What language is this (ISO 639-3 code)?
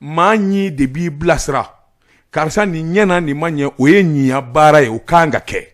bam